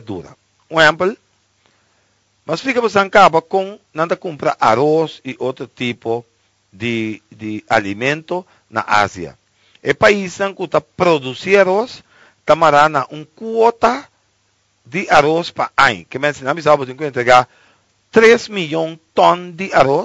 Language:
Portuguese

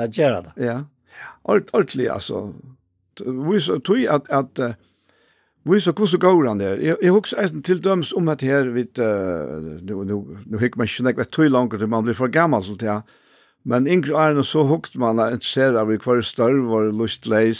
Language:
Faroese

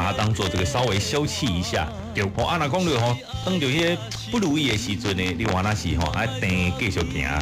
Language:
Min Nan Chinese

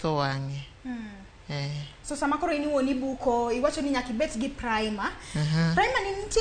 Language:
Luo (Kenya and Tanzania)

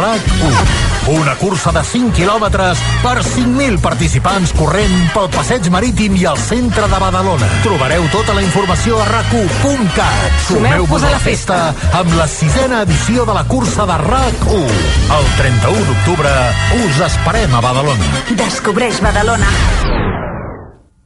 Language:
Catalan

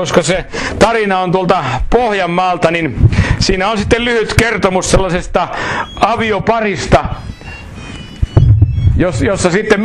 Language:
Finnish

